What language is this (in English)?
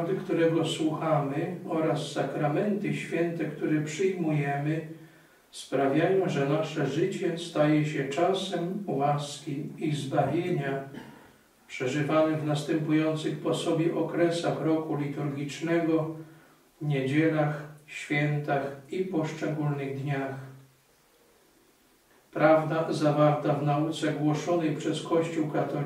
Polish